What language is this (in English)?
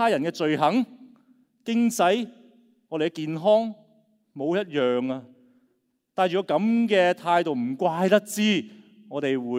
Cantonese